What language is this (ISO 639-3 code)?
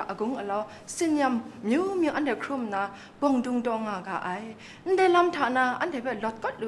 kac